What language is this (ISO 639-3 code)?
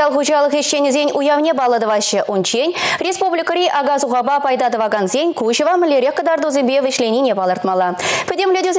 chv